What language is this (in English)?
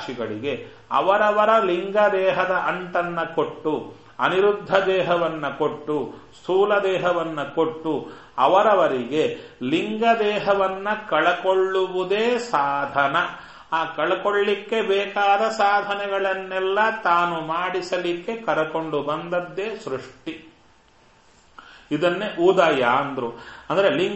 Kannada